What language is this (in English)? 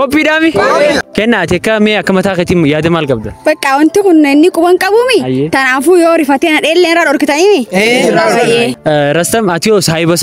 Oromo